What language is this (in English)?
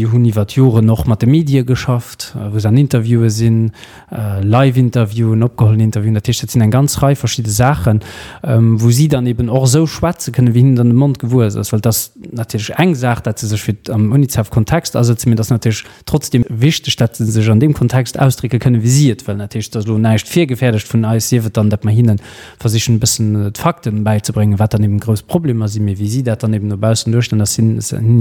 Luxembourgish